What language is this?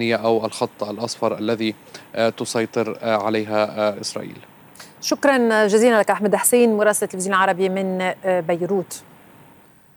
Arabic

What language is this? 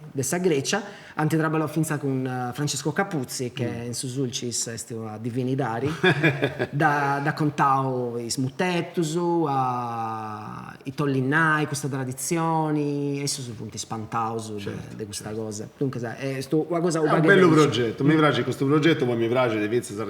Sardinian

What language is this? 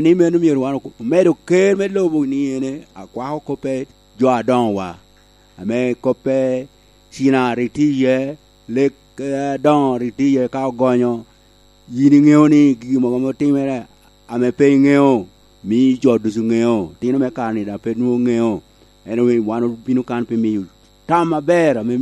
Lango (Uganda)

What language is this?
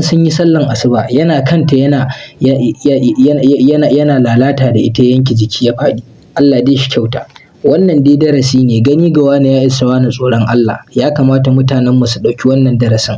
Hausa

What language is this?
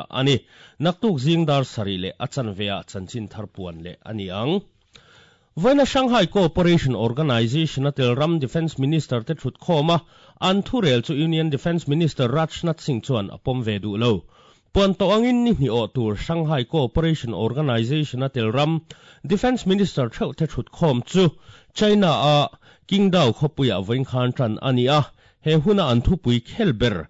Mizo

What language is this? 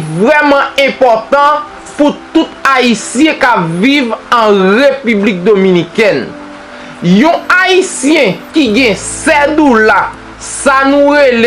Haitian Creole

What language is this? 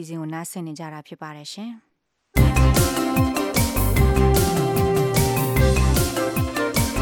Burmese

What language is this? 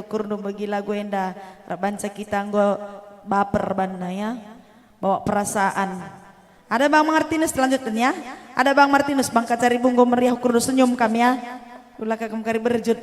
Batak Karo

